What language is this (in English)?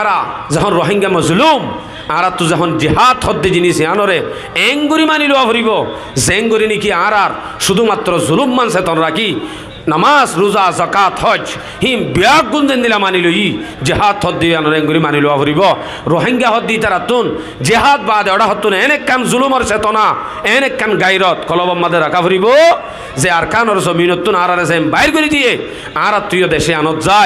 Rohingya